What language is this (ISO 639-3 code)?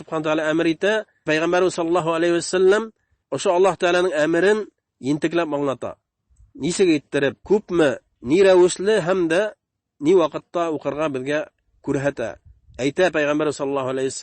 bak